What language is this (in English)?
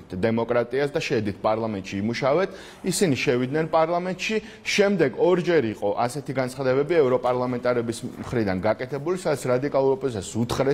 Georgian